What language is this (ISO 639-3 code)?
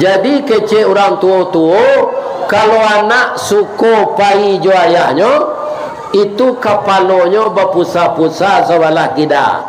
min